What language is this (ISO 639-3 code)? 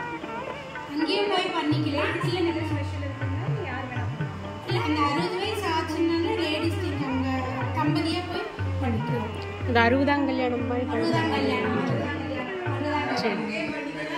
tam